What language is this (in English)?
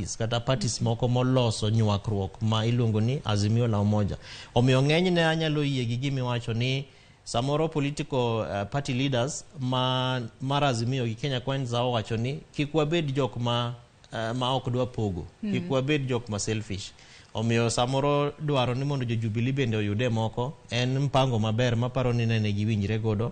Luo (Kenya and Tanzania)